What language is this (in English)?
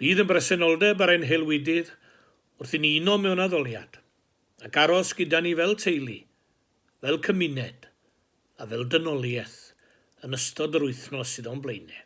Welsh